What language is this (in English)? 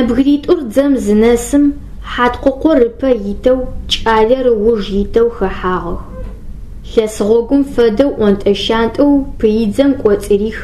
Adyghe